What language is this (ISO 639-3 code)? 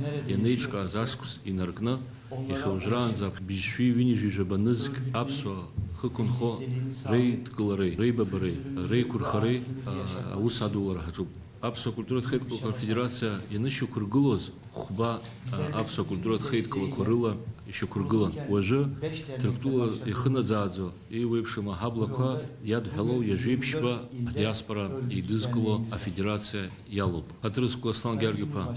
abk